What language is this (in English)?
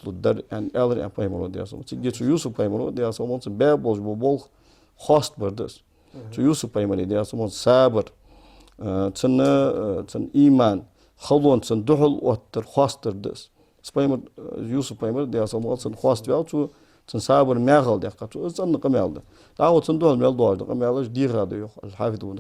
Ingush